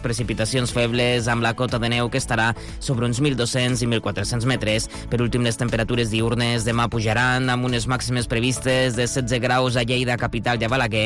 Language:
Catalan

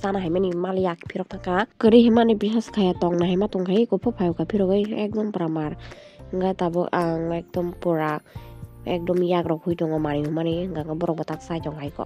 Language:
Kok Borok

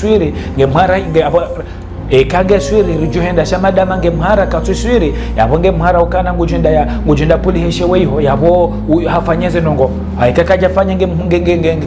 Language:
Ngazidja Comorian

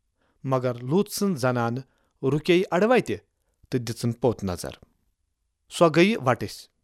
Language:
Kashmiri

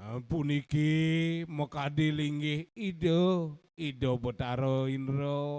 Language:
Balinese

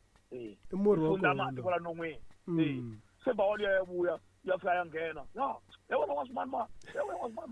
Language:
Tsonga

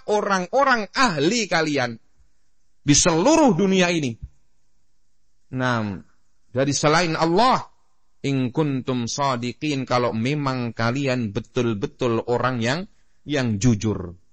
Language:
Indonesian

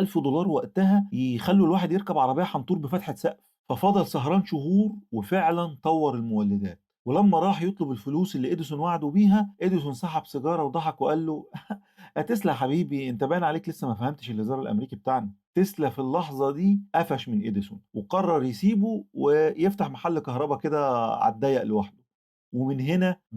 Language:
Egyptian Arabic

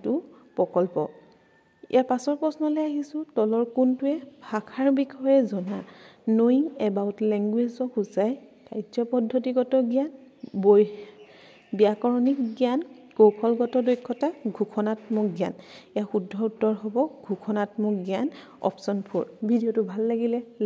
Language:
Assamese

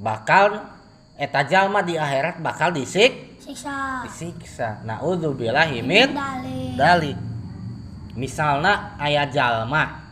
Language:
Sundanese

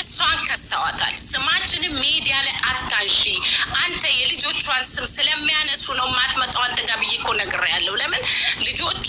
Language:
Amharic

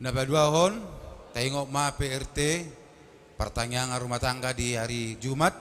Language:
Batak Toba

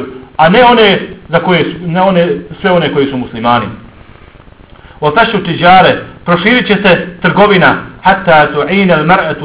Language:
Bosnian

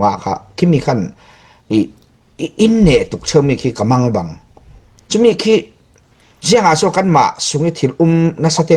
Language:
Falam Chin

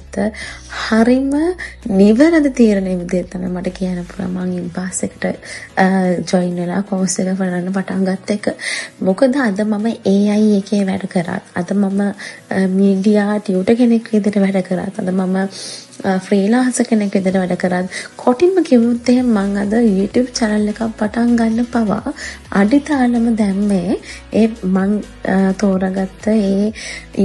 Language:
Sinhala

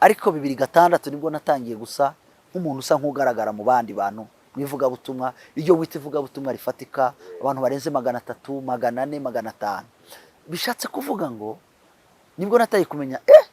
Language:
Kinyarwanda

